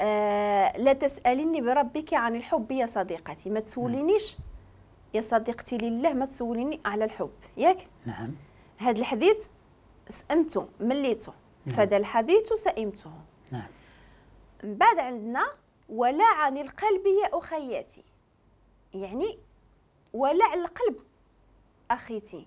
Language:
Moroccan Arabic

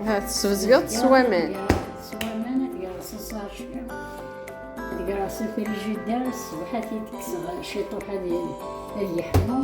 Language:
Kabyle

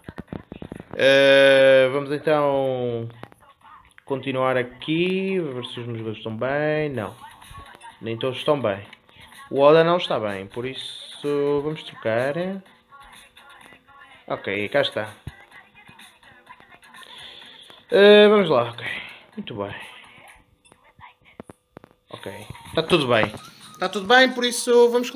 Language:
Portuguese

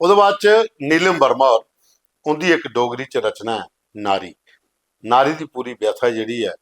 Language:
Dogri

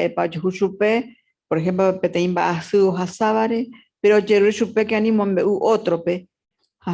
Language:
Guarani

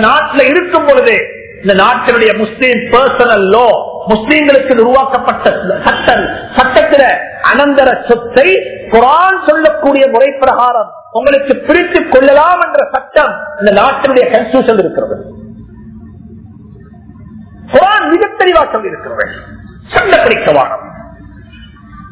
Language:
Tamil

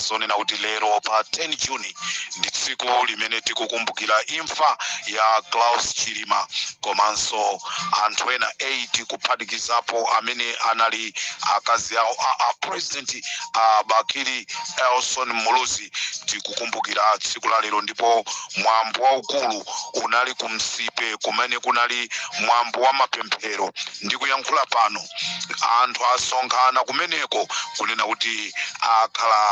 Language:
Nyanja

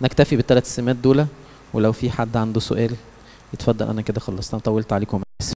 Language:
Egyptian Arabic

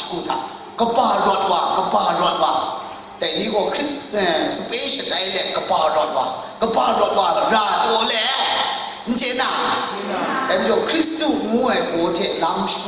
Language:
Kachin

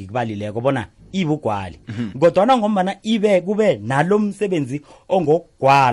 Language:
South Ndebele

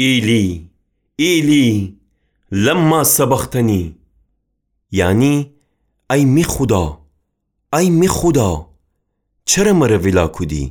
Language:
Gilaki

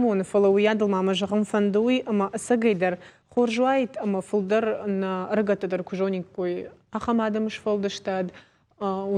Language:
Ossetic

